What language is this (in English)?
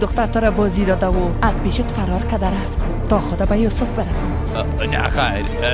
Persian